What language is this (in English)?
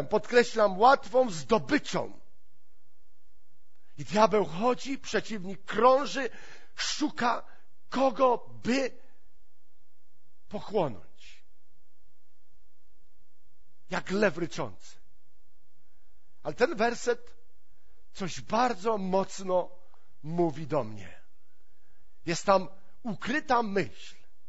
Polish